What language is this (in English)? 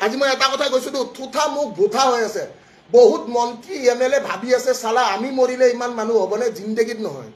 Assamese